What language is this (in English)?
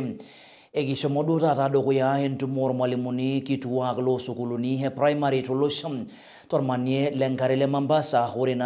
Masai